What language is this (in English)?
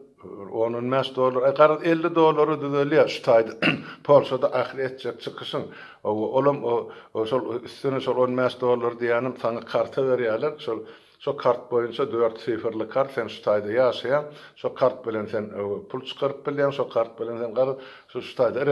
Turkmen